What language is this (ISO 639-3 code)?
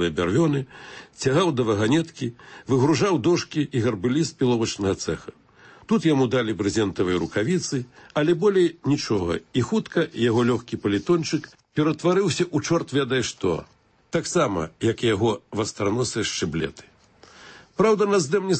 bel